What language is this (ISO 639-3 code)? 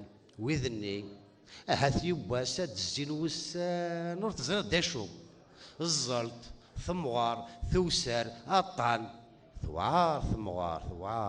kab